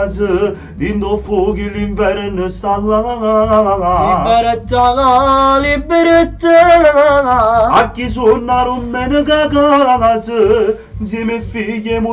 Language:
Neapolitan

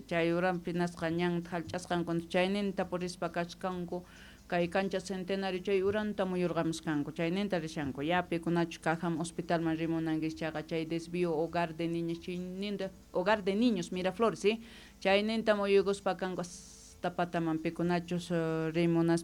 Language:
Quechua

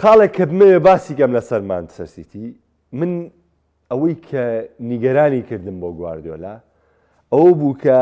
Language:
Central Kurdish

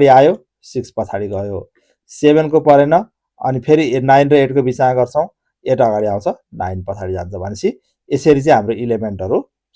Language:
Nepali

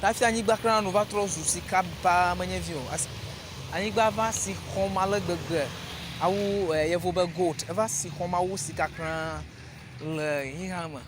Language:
Ewe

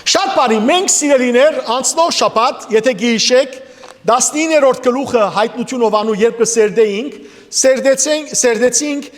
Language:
Western Armenian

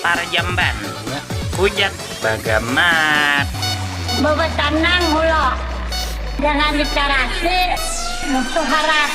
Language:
Banjar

